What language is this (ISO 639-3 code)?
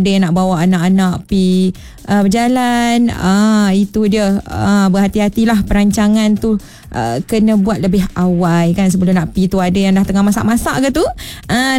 msa